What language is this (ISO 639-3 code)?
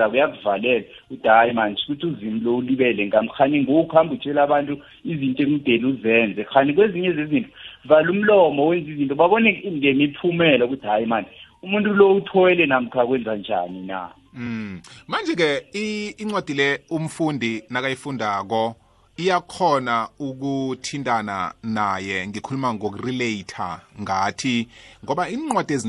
nbl